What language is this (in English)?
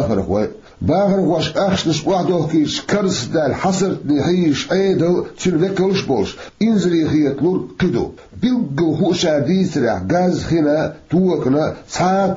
Chechen